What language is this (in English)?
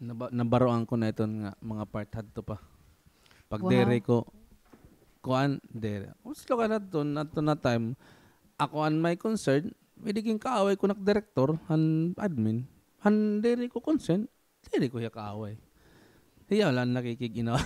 Waray